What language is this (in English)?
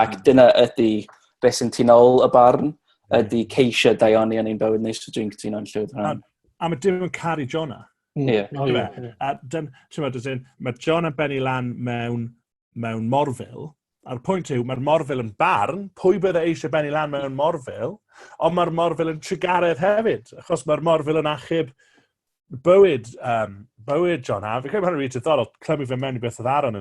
Welsh